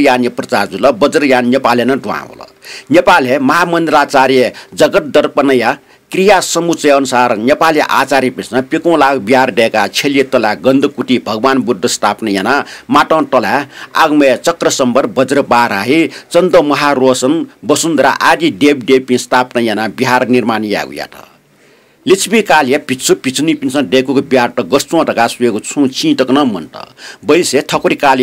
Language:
Newari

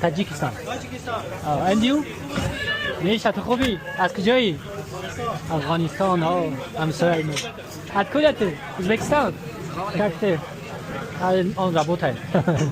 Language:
Tajik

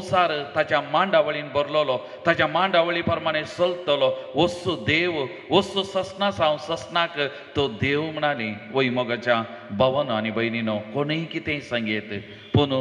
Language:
Konkani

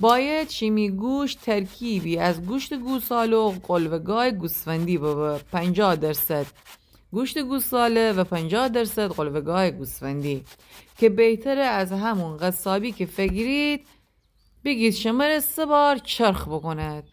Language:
Gilaki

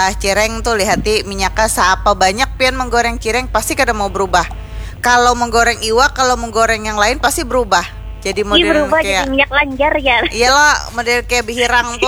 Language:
Banjar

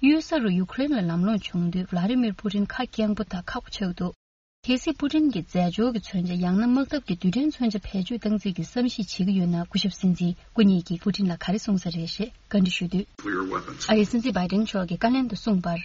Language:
Tibetan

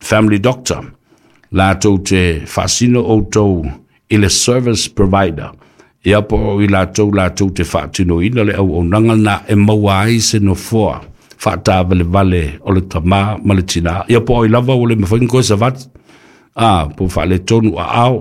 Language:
Samoan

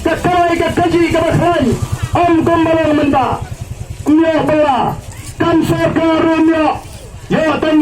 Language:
Khasi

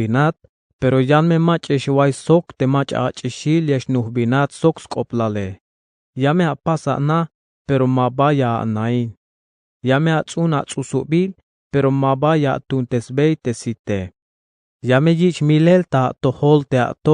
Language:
Tzeltal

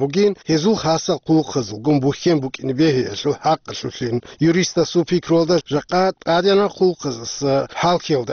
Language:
Avaric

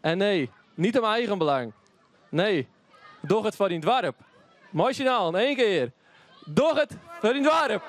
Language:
Western Frisian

